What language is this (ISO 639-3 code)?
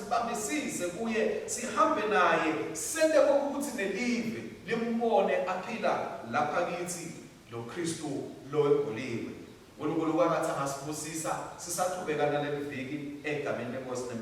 ssw